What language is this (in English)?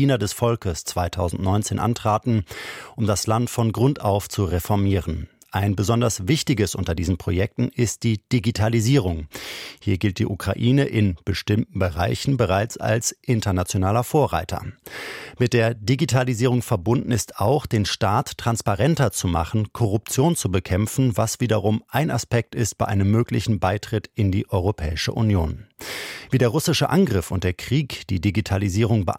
German